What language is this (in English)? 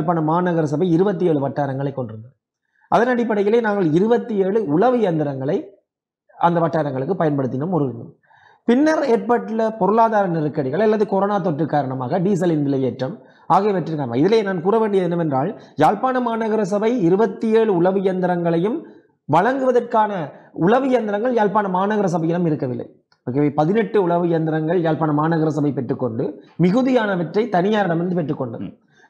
Tamil